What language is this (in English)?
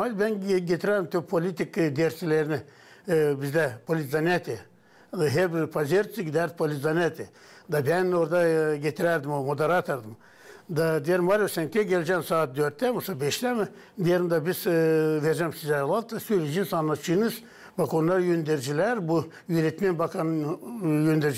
Gagauz